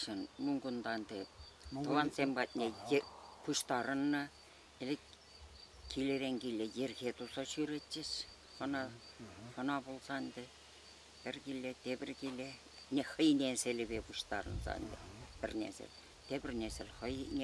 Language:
Chuvash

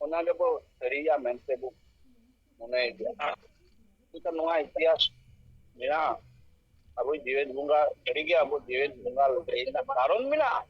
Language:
Santali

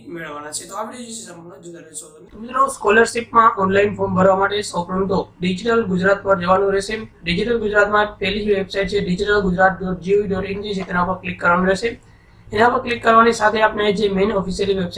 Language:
Gujarati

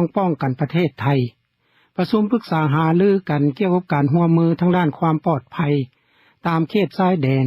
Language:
Lao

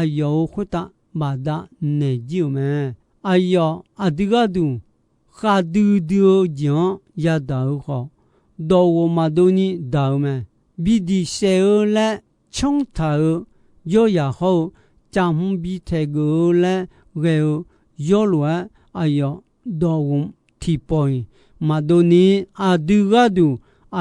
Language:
Akha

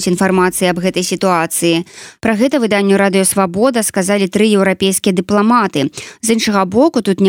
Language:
Belarusian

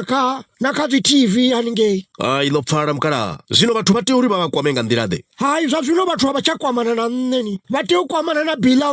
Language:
Venda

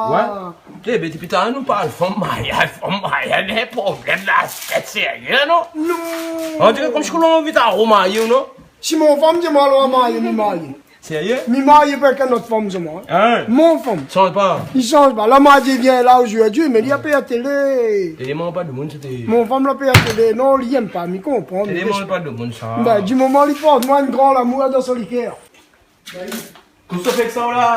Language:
Réunion Creole French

